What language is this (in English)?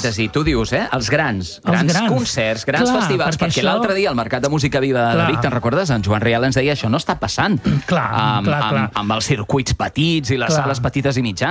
Catalan